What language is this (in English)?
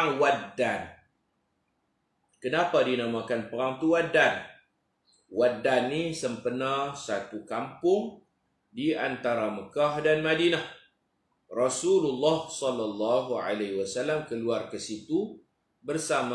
Malay